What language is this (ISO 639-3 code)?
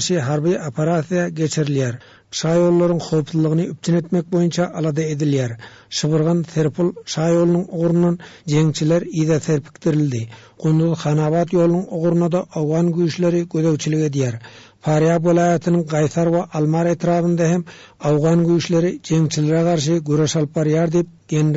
tuk